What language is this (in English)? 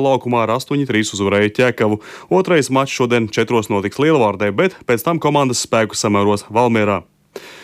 Latvian